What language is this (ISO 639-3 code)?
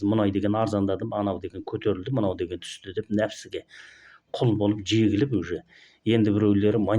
kaz